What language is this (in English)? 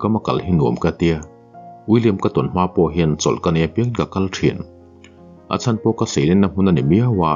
Mizo